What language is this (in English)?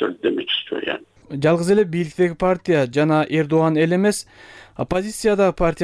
Kyrgyz